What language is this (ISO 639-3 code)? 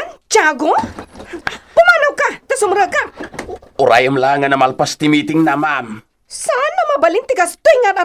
ilo